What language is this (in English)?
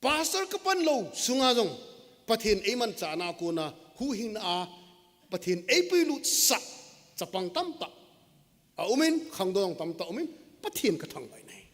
Thado Chin